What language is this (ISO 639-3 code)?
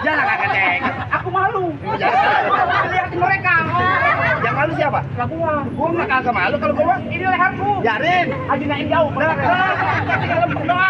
bew